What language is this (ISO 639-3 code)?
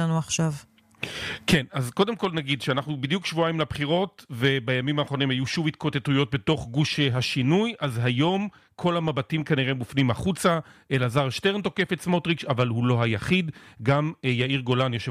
heb